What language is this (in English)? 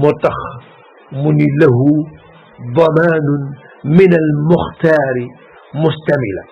Wolof